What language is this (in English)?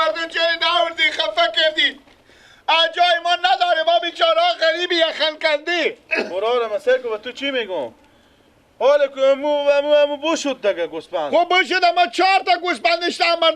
Persian